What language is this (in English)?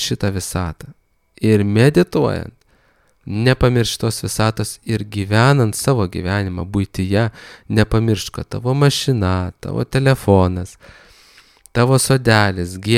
Lithuanian